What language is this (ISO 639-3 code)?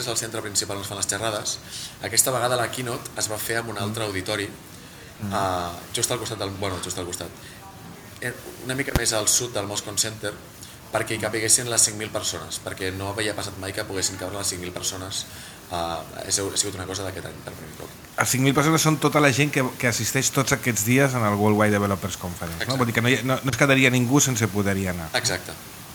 cat